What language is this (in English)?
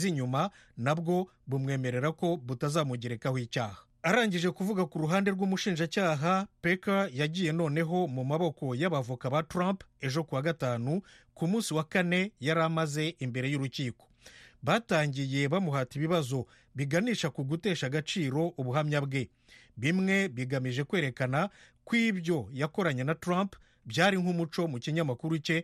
Kinyarwanda